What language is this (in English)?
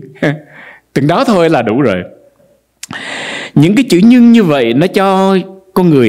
Vietnamese